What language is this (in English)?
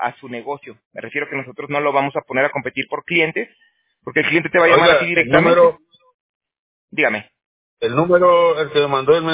Spanish